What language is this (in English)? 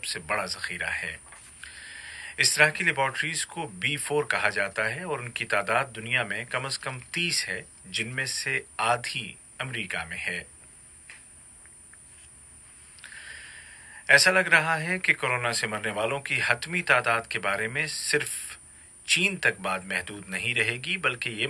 Urdu